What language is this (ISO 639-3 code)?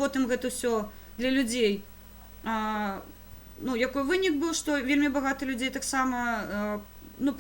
bel